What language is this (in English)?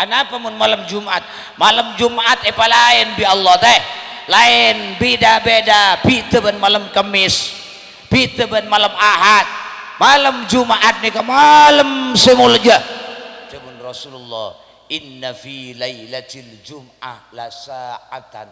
Madurese